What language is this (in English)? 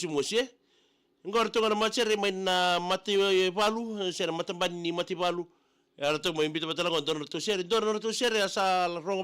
Fijian